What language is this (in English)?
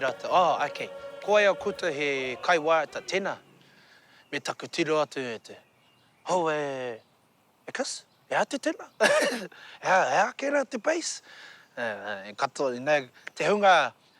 Māori